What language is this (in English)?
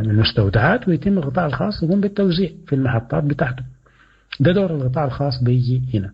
Sudanese Arabic